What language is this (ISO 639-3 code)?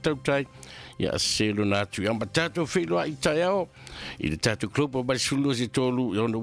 smo